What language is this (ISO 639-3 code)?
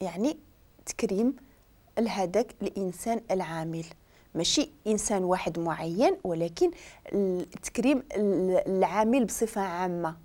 ary